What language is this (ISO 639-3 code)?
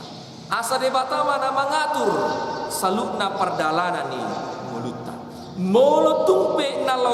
bbc